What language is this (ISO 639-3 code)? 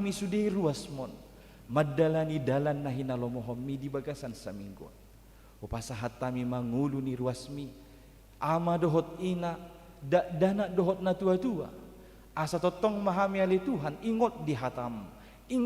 bbc